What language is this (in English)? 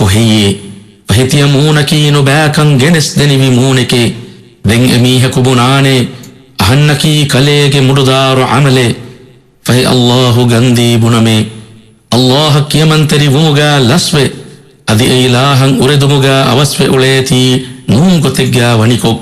Divehi